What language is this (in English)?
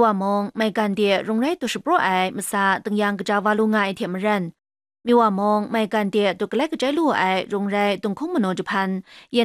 Kachin